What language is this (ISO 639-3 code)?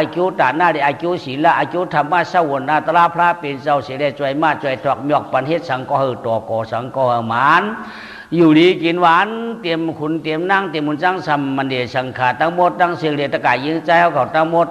shn